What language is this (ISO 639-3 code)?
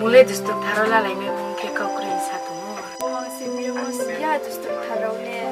ria